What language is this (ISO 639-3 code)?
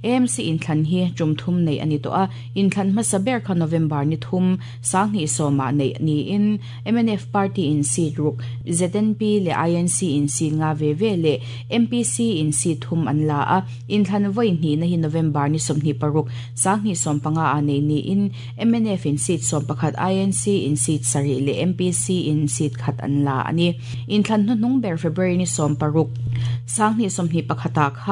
lus